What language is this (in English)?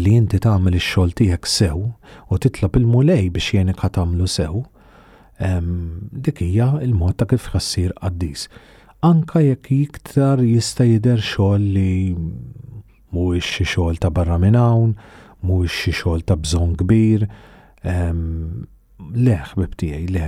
Maltese